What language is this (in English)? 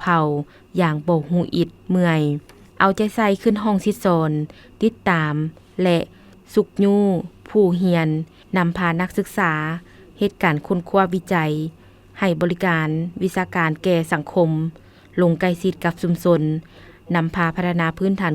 Lao